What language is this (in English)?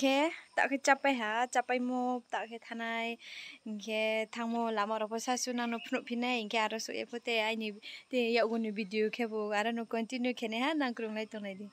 Riang (India)